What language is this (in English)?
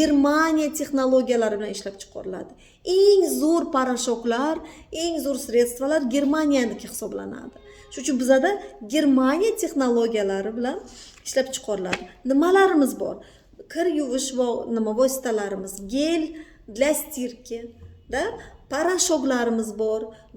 Uzbek